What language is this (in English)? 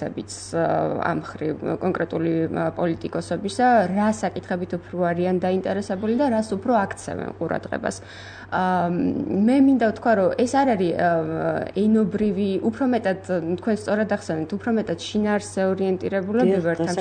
Georgian